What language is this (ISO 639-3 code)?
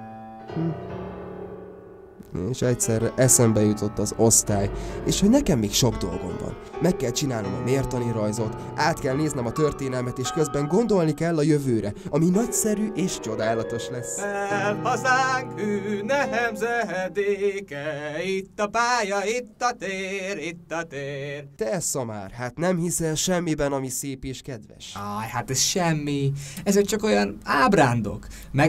hun